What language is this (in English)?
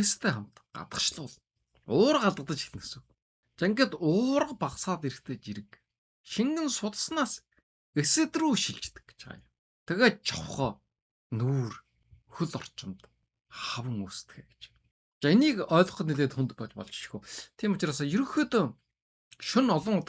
Mongolian